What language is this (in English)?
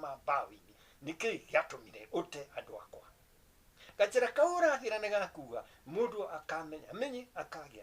Kikuyu